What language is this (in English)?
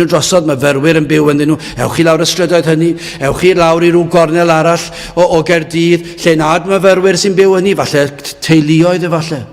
Welsh